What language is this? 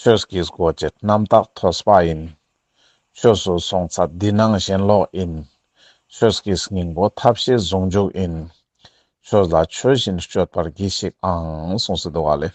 Ladakhi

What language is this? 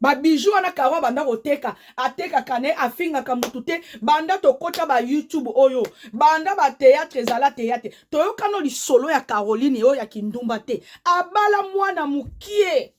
Lingala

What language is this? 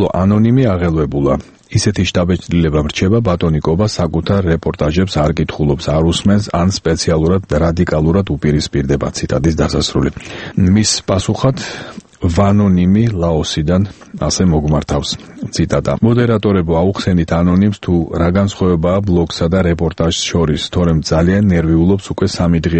Georgian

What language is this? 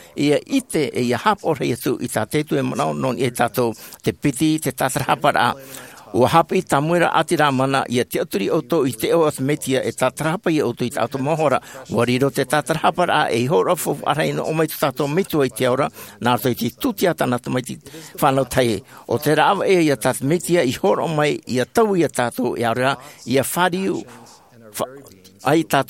Tahitian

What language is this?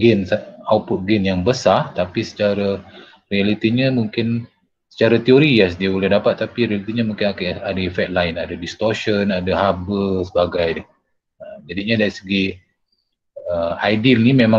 Malay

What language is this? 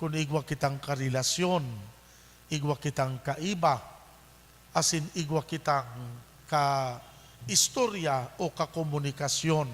Bikol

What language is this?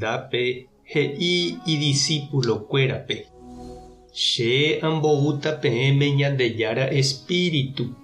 Guarani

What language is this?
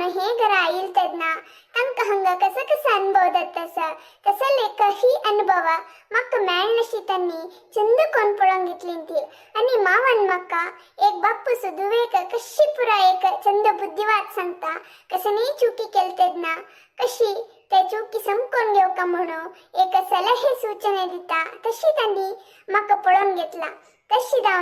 Konkani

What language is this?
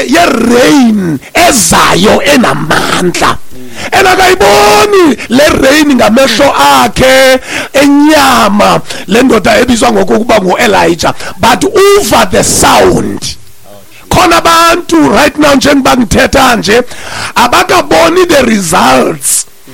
Xhosa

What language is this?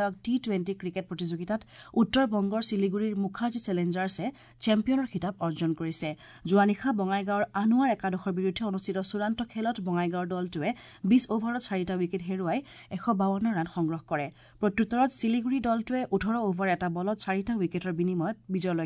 Assamese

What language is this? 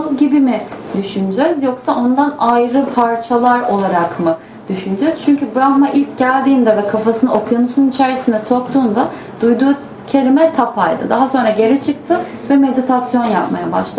Turkish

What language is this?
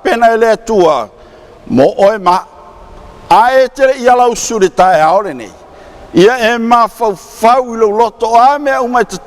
Samoan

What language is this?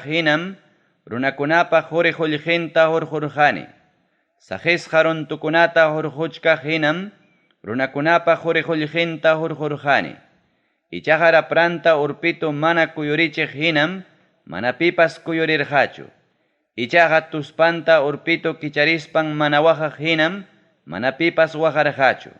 Ayacucho Quechua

